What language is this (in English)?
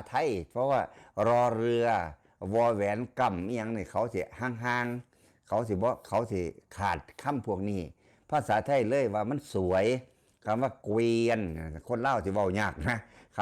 Northeastern Thai